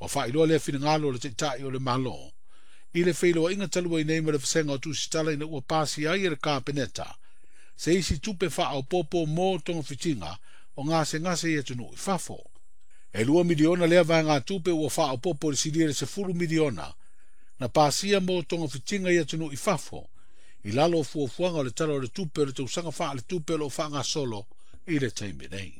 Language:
Samoan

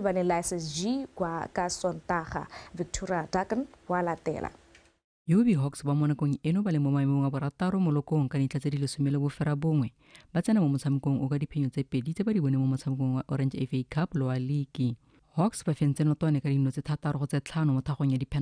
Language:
Tswana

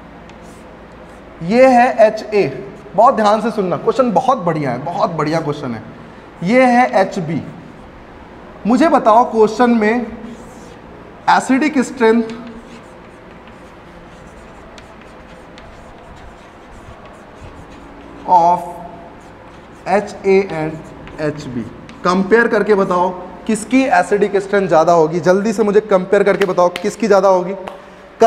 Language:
Hindi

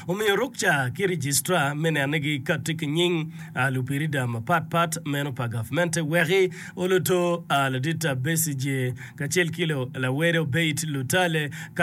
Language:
Acoli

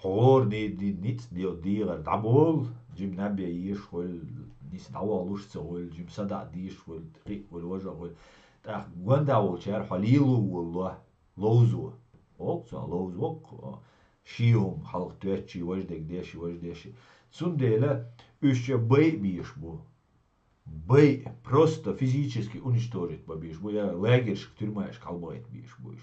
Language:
Chechen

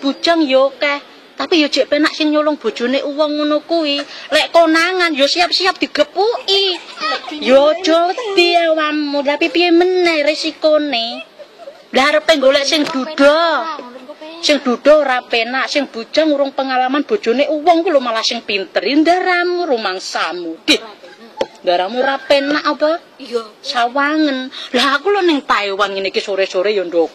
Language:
Javanese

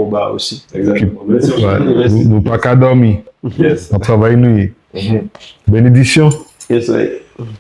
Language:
Guadeloupean Creole French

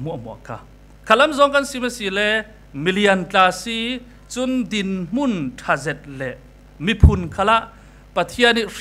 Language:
Falam Chin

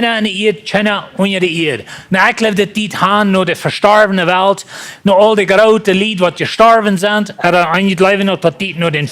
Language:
Plautdietsch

